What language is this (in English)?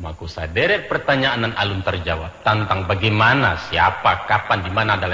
Minangkabau